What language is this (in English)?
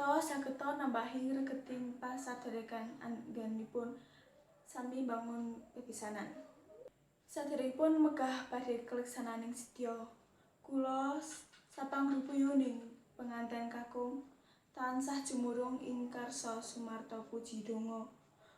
Javanese